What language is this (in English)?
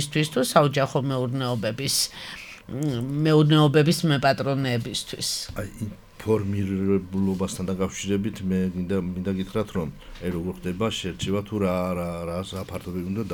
Georgian